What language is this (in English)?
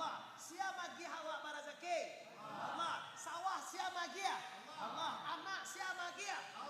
Minangkabau